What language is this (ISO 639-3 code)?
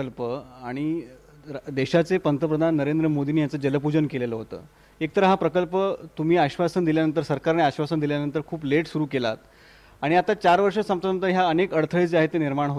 mar